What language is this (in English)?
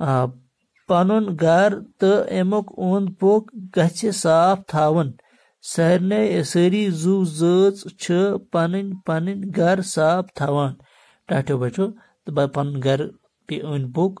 Kashmiri